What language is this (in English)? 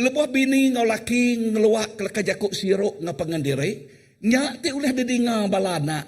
Iban